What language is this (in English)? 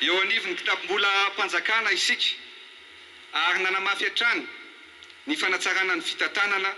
Malagasy